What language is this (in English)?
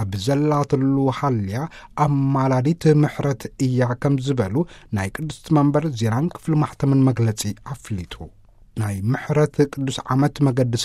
Tigrinya